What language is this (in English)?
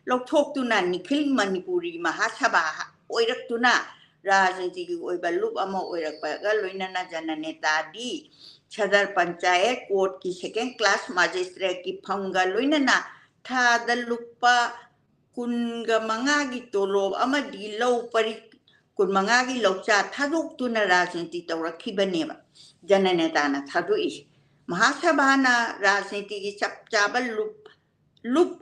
Manipuri